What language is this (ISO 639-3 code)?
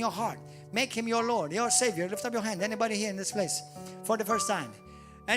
eng